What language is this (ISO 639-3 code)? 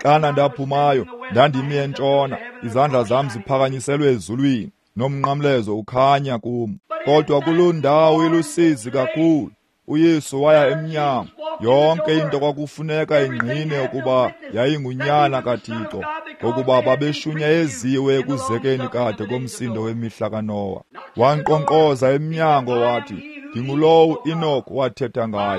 xho